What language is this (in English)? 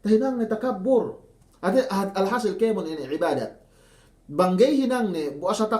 Yakan